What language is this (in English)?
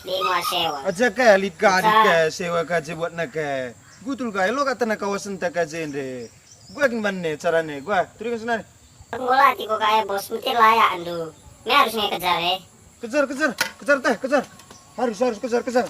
Batak Karo